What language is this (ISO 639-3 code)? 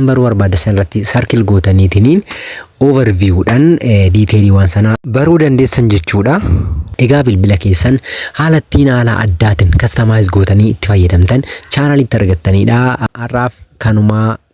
orm